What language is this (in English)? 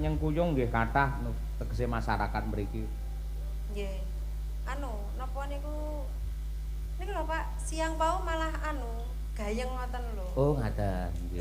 Javanese